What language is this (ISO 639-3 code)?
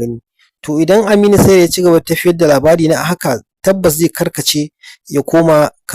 hau